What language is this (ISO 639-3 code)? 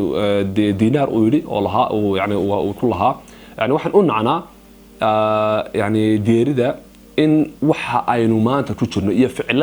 som